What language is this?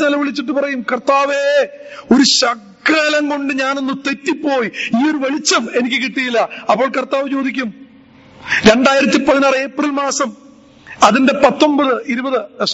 Malayalam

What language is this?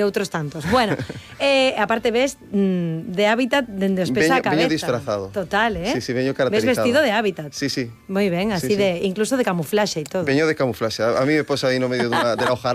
Galician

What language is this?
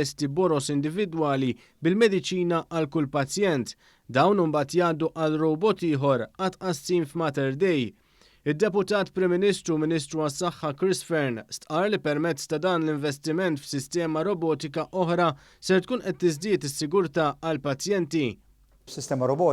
Maltese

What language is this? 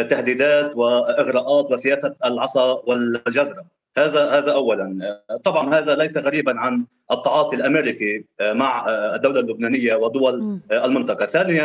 Arabic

